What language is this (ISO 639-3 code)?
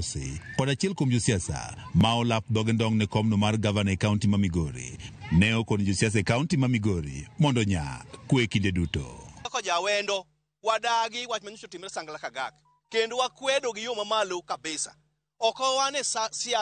luo